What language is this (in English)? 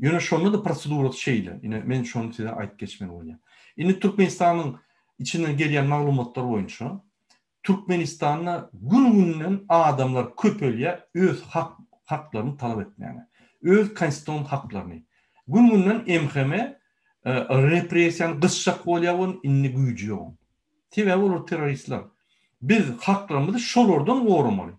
Turkmen